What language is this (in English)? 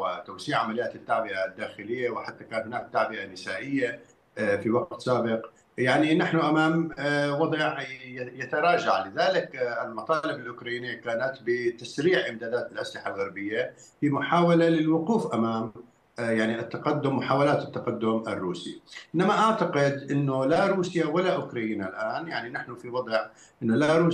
Arabic